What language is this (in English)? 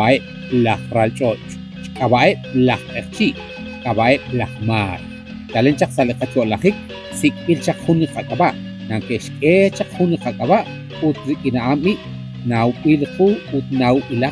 Kekchí